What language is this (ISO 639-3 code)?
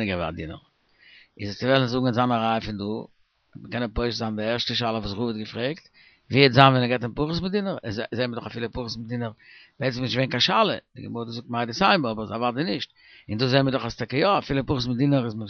yid